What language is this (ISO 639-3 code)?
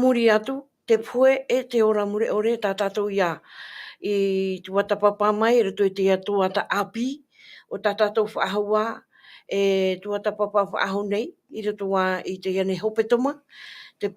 tah